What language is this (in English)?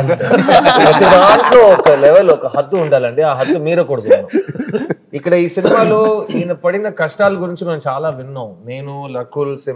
Telugu